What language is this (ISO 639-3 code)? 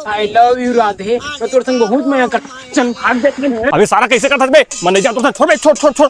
hne